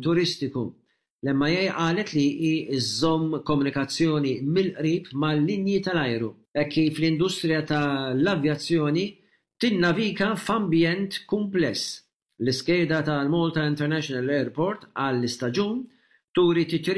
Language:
Maltese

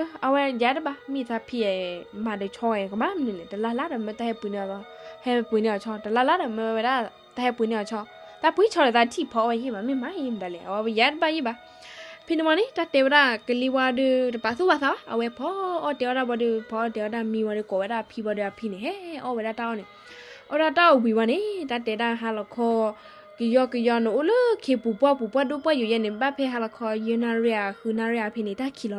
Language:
S'gaw Karen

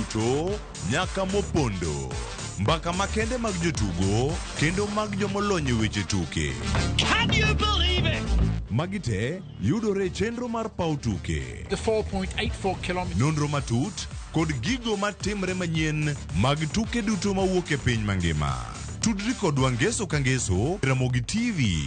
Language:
Luo (Kenya and Tanzania)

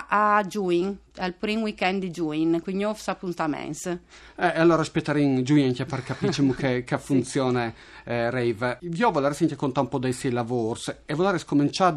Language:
Friulian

